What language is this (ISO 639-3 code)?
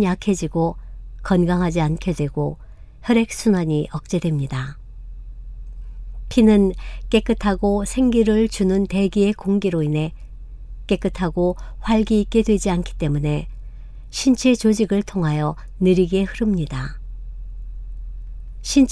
kor